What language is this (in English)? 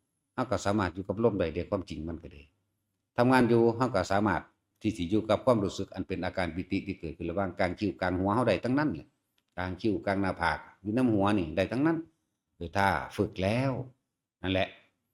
Northeastern Thai